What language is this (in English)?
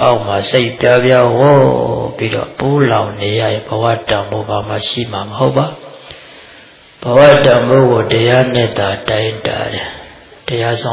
Burmese